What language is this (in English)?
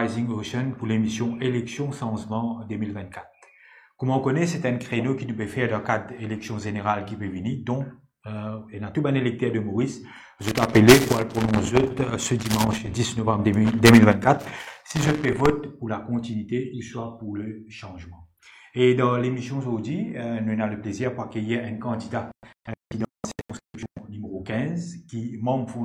Morisyen